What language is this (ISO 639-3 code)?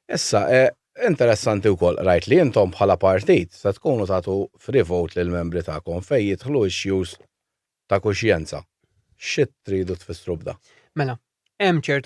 mlt